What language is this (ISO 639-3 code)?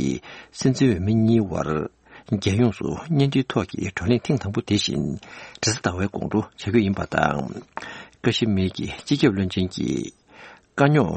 bod